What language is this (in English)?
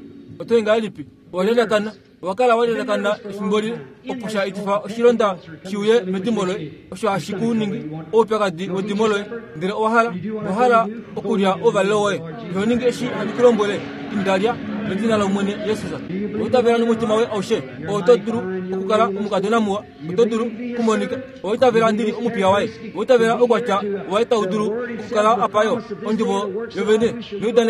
Kuanyama